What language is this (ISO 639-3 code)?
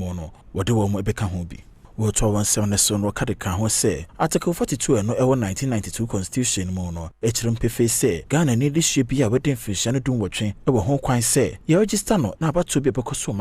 aka